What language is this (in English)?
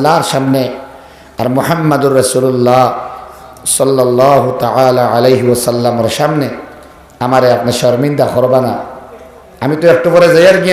Sylheti